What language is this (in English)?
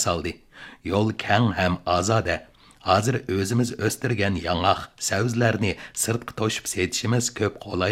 Uyghur